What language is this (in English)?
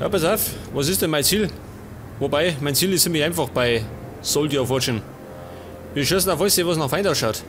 Bavarian